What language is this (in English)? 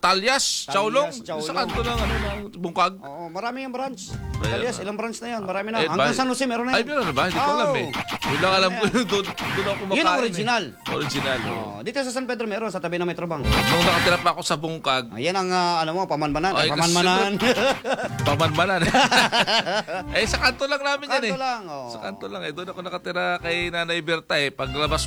Filipino